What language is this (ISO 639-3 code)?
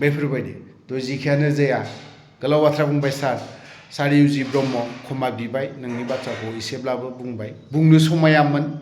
brx